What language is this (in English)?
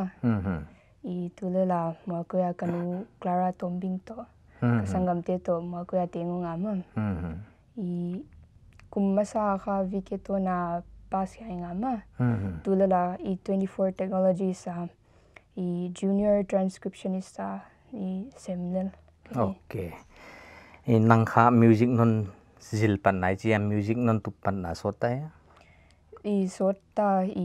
Paite Chin